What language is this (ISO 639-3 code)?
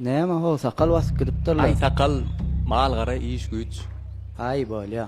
tuk